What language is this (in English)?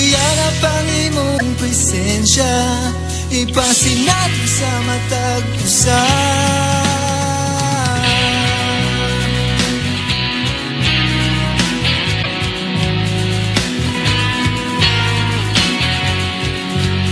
Cebuano